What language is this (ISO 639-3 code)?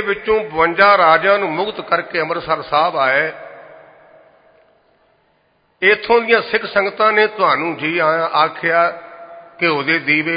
pan